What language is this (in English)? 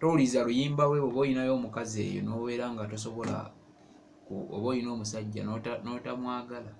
Ganda